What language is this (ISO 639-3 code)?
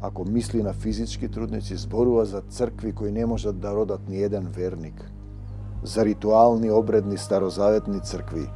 mkd